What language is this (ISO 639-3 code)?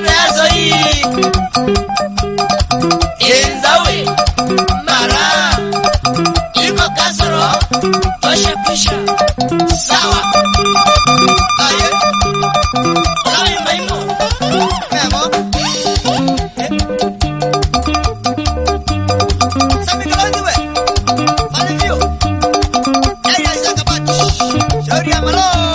swa